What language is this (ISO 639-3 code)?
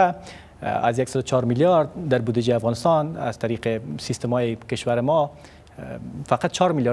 fas